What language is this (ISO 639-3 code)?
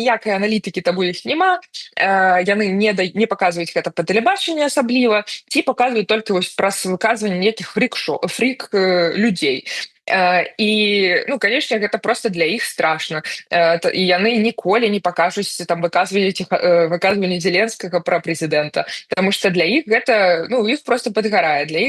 bel